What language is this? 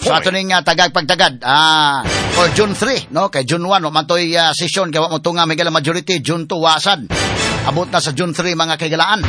Cebuano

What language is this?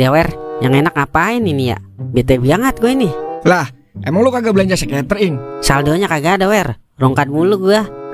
Betawi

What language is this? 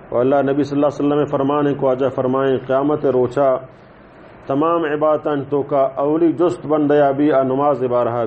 Baluchi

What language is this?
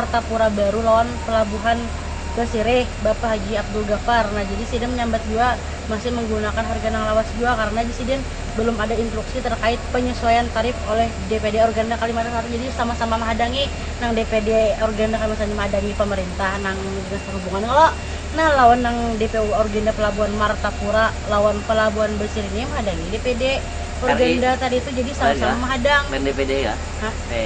Banjar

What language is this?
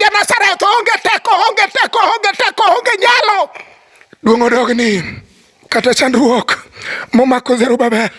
Luo (Kenya and Tanzania)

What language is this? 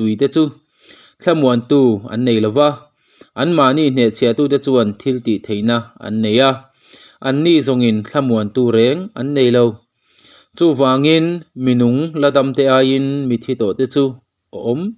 Mizo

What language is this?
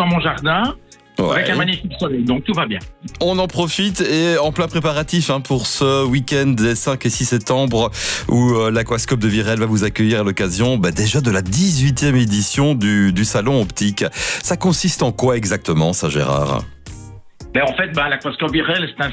French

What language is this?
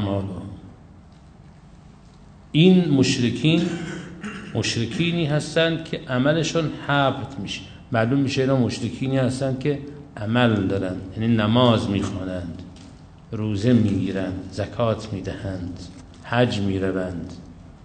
Persian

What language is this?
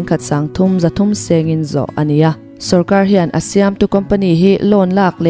Mizo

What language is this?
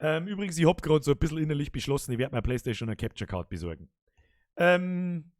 Bavarian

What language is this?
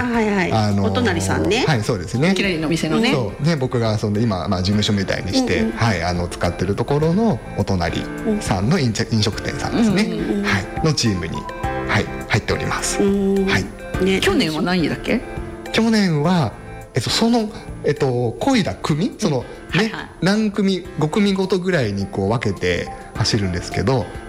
Japanese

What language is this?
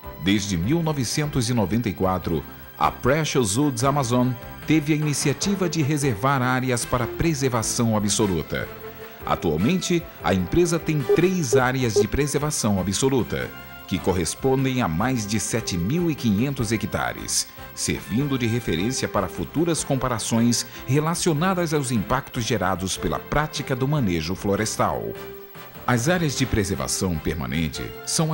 Portuguese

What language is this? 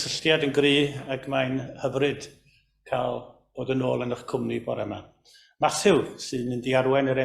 Welsh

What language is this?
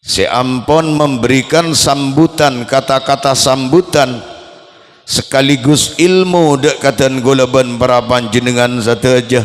Madurese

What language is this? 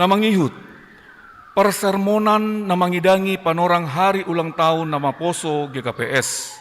Batak Simalungun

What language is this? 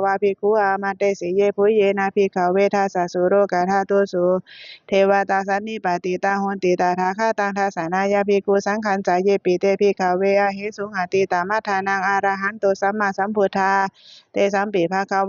Pali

